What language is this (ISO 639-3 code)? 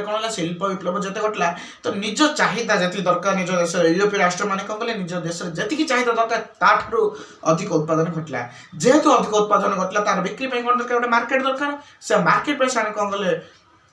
ori